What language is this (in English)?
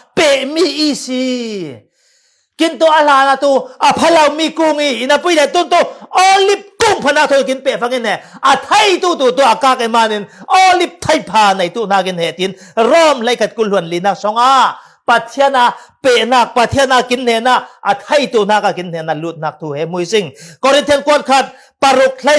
Falam Chin